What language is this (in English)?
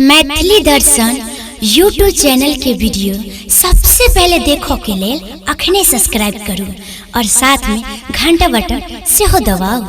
Maithili